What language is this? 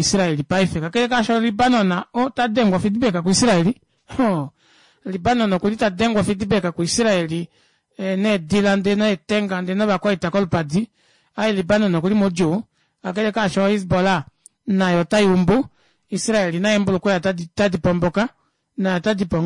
Kuanyama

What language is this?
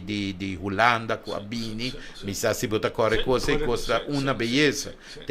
Papiamento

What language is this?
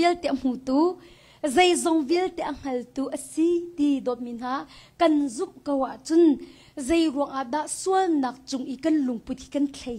Hakha Chin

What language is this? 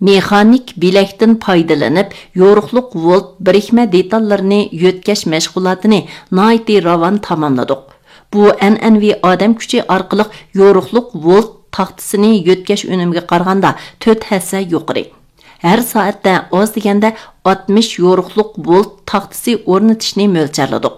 Uyghur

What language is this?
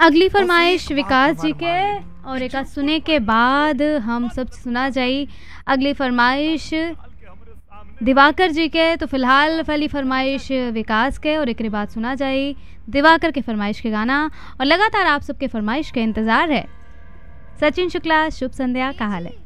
Bhojpuri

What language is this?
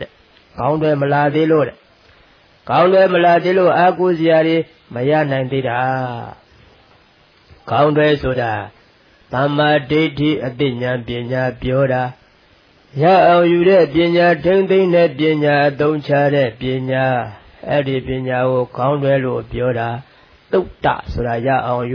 Burmese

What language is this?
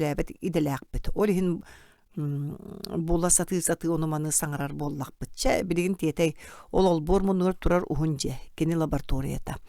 Yakut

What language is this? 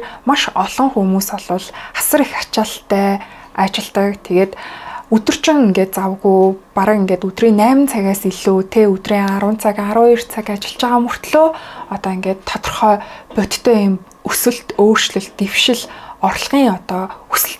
Mongolian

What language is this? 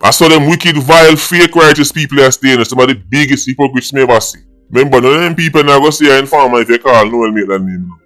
Jamaican Creole English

